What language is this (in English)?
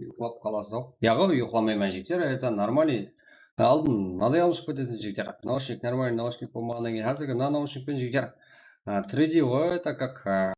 Kara-Kalpak